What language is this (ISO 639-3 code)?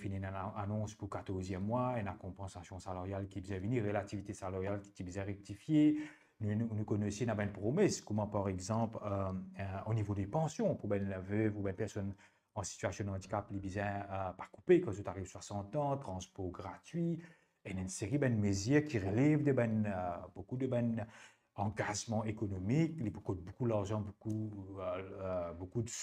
mfe